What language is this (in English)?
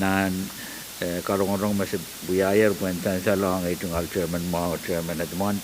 Pohnpeian